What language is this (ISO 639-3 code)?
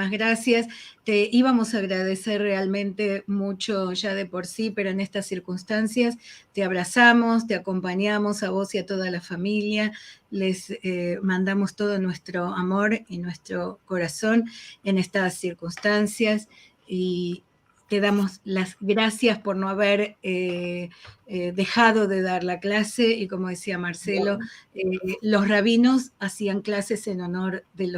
lad